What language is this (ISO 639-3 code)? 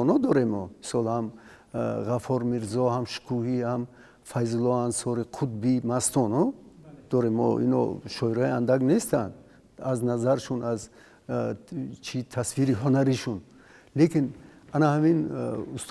tgk